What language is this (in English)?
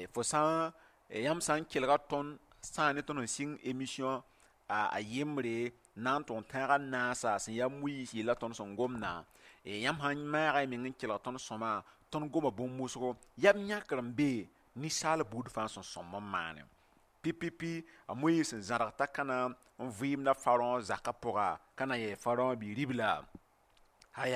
Mossi